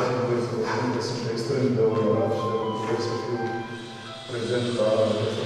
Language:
Romanian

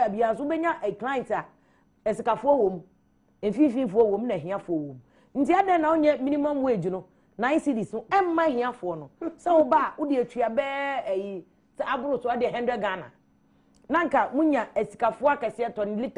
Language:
Akan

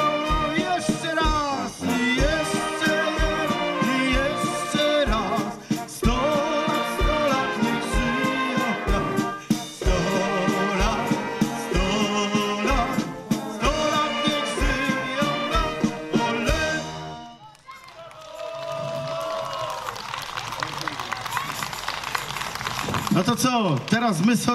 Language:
Polish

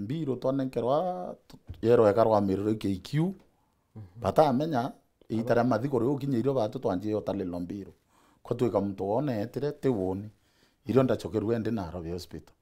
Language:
Meru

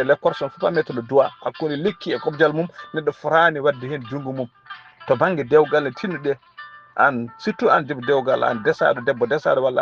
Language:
Fula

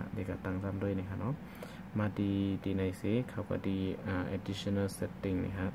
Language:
Shan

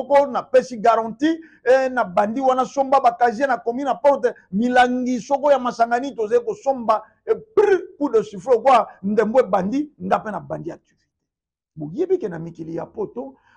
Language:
Lingala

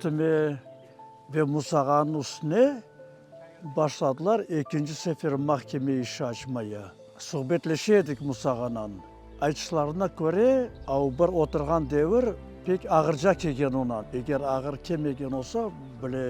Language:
Crimean Tatar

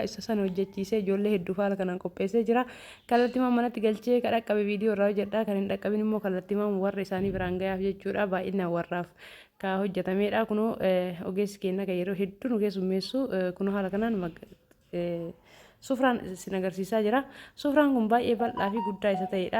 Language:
Oromo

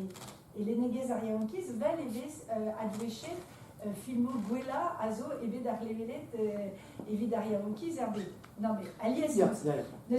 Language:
Breton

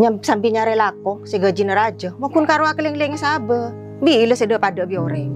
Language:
Madurese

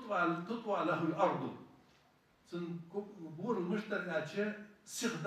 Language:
Ingush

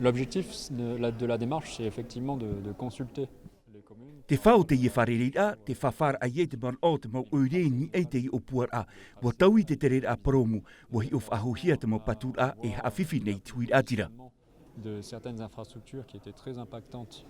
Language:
Tahitian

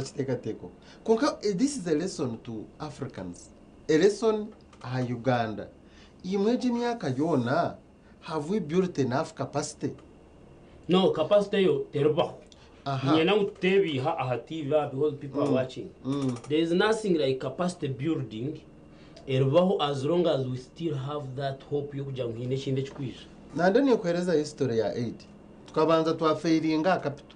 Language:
Nyankole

